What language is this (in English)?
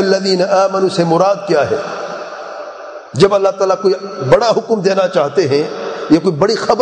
Urdu